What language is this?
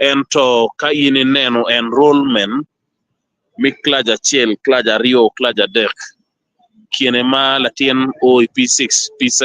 Acoli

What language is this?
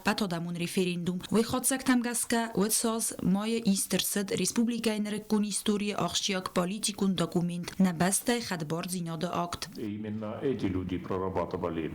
Ossetic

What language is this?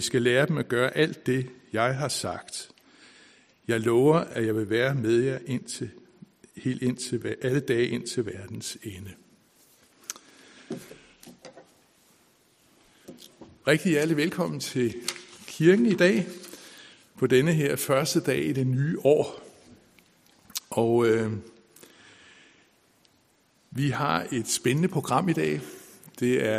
Danish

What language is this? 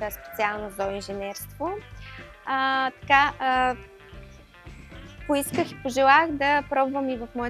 Bulgarian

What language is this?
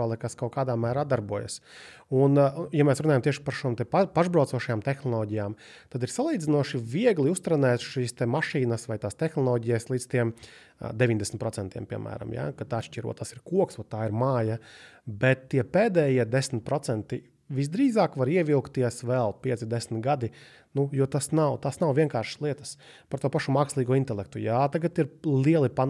Latvian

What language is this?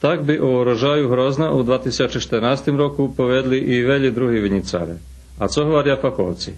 Rusyn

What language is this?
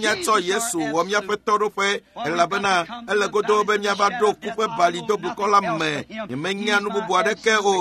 Ewe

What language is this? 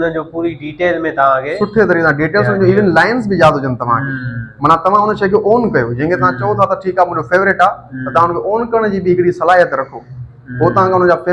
Sindhi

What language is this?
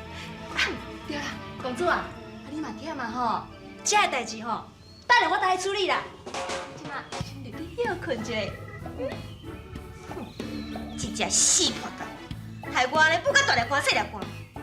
Min Nan Chinese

